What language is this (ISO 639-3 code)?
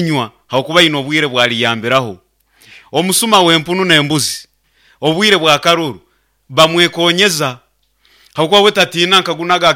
nyo